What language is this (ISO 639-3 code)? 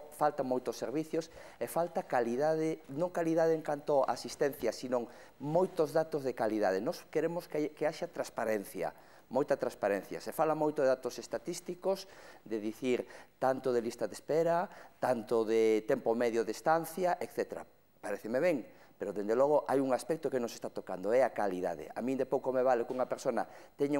glg